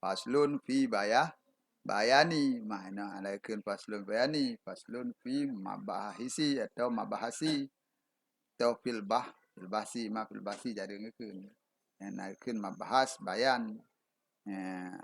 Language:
Achinese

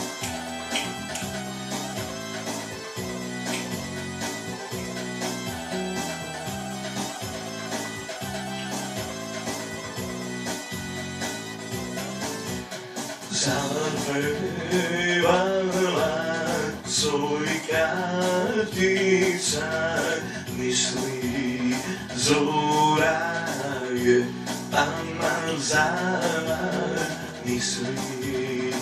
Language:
Serbian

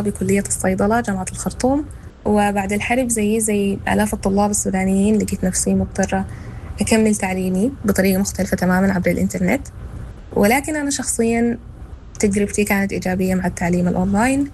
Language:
Sudanese Arabic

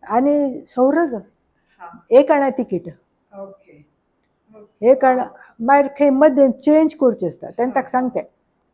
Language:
Konkani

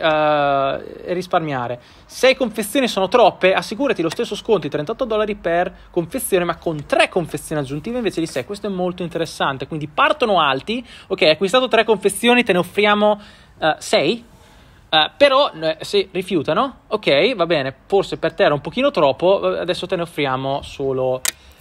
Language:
Italian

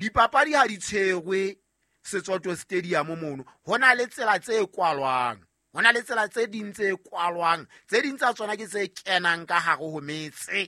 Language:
Southern Sotho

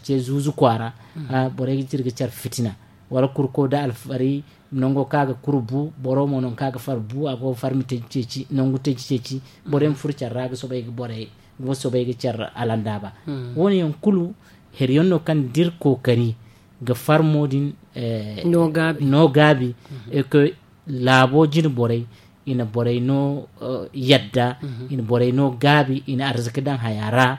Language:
Zarma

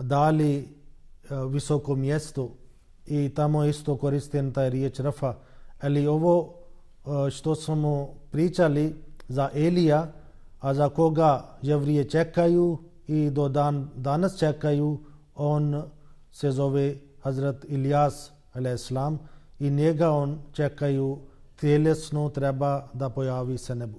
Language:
Bosnian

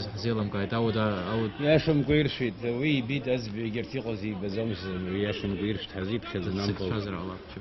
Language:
Abkhazian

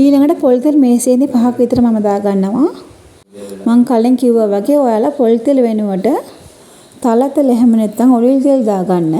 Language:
Sinhala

